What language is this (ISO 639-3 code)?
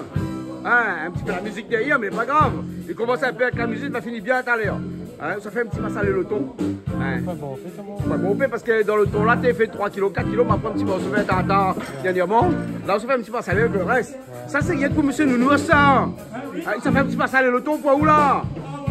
rcf